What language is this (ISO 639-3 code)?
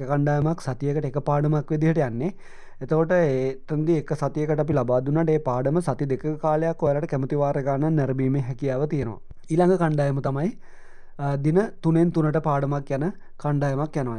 sin